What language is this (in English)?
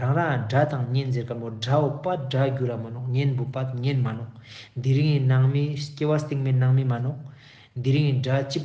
Ladakhi